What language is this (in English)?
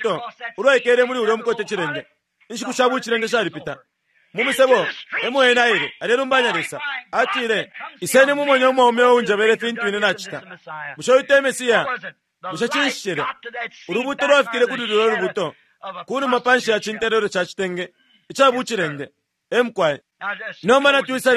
Bemba